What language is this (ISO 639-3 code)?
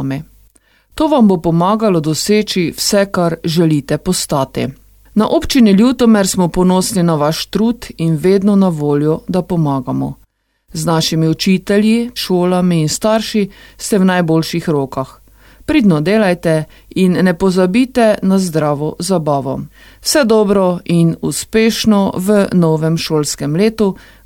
slv